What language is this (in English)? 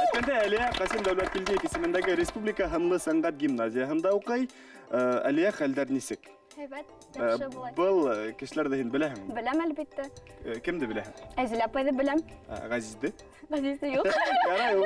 Bashkir